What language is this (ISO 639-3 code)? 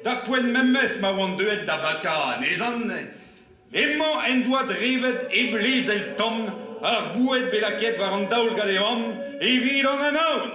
bre